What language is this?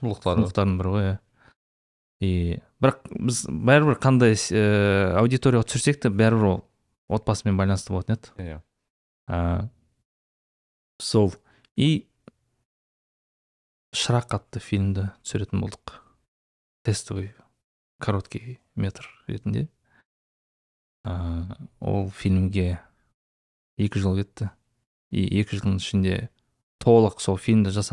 Kazakh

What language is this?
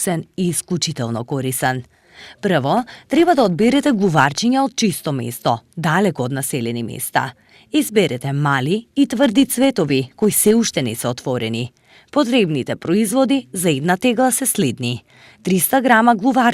Macedonian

